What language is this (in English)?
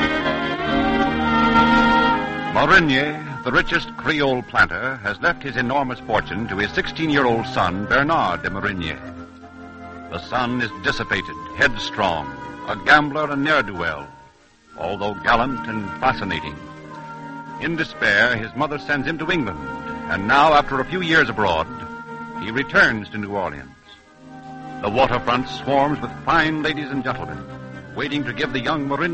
English